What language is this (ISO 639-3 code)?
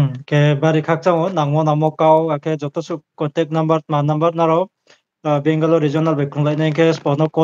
ria